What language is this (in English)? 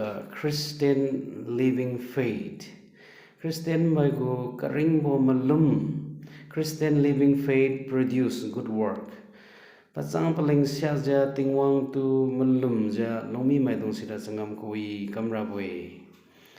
Liangmai Naga